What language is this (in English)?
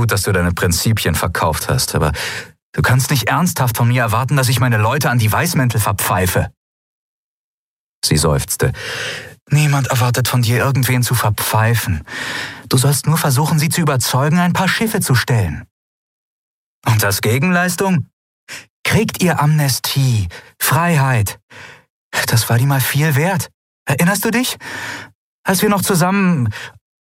German